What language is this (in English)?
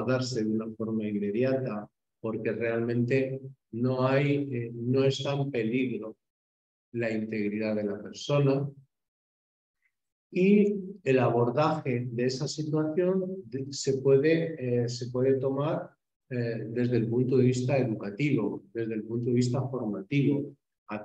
Spanish